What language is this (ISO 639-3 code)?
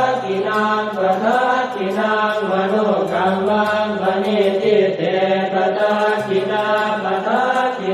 pli